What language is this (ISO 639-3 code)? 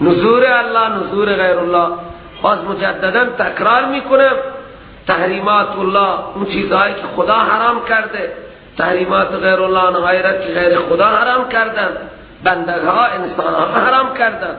fas